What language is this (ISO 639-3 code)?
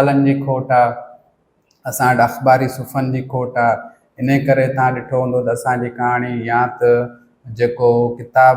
snd